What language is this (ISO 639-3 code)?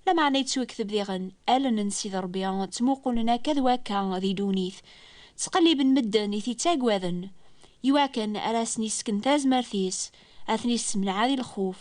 kab